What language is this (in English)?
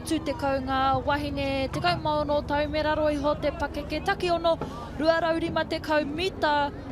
Māori